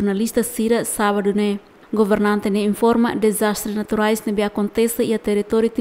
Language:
Tetum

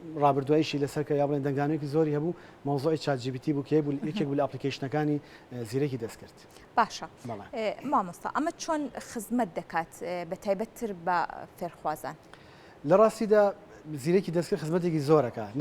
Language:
Central Kurdish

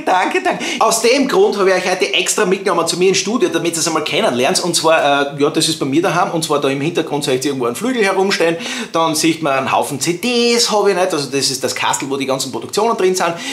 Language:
Bavarian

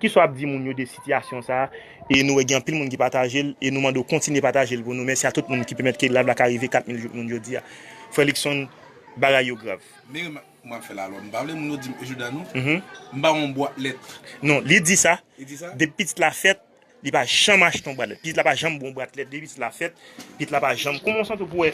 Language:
Haitian Creole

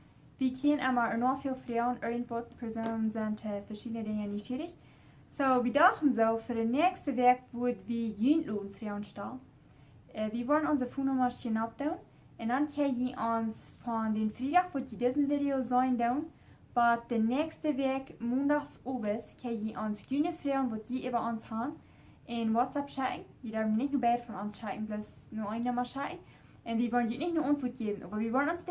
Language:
Plautdietsch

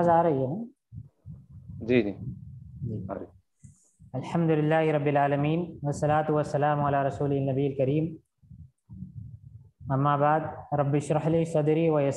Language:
Urdu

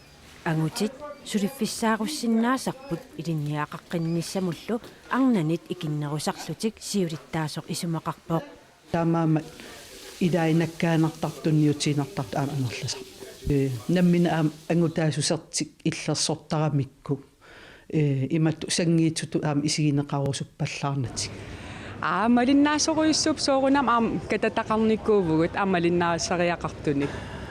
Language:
Kalaallisut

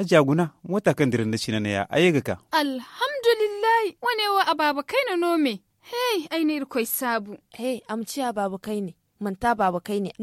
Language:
Zarma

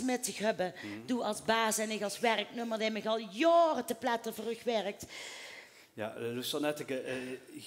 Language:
Limburgish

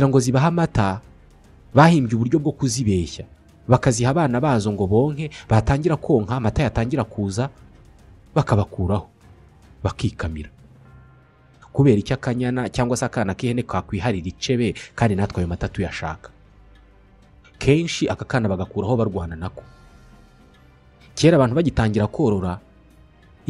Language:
Kinyarwanda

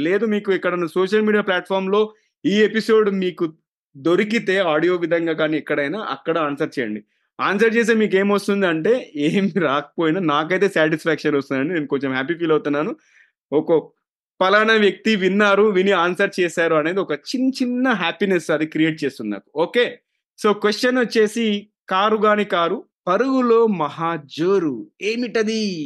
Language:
Telugu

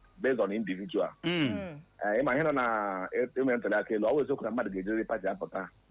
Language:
Igbo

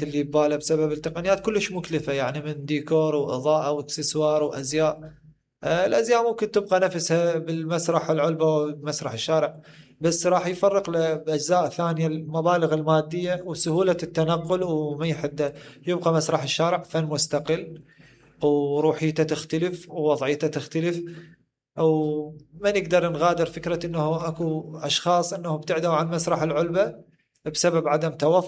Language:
Mesopotamian Arabic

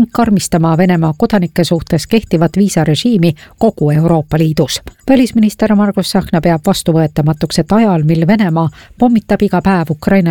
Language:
Estonian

